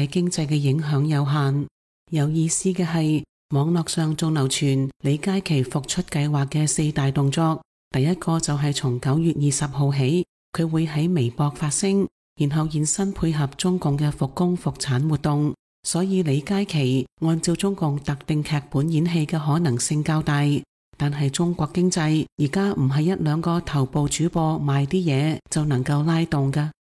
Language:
Cantonese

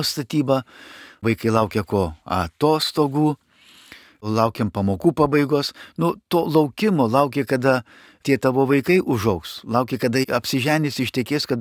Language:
Lithuanian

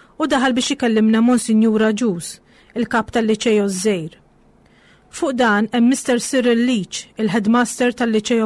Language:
Maltese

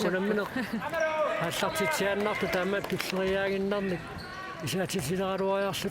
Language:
Kalaallisut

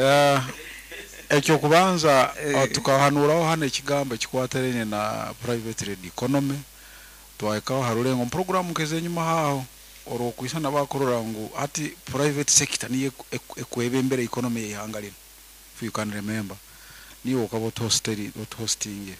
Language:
Nyoro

